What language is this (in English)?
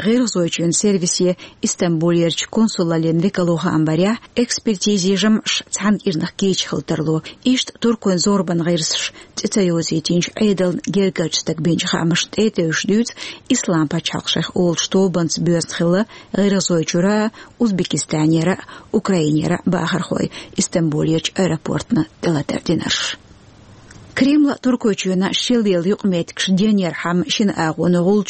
Chechen